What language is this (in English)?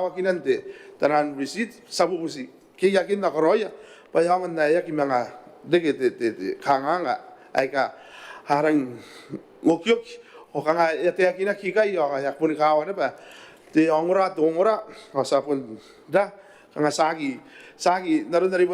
Gilbertese